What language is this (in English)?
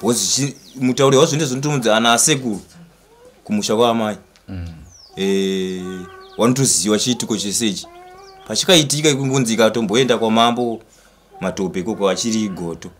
Shona